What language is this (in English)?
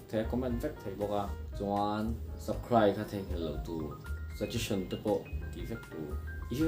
Mizo